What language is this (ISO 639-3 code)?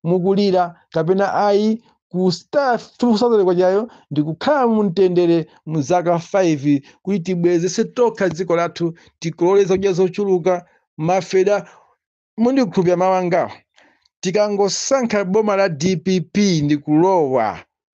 nya